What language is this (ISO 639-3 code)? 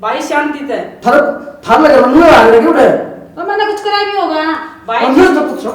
bgc